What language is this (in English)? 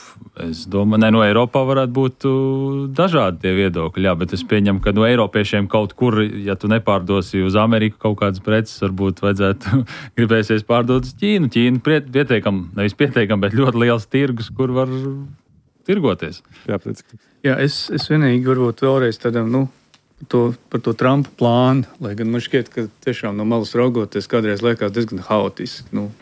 Latvian